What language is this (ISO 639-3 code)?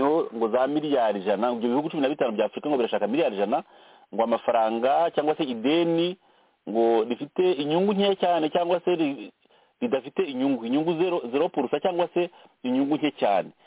kin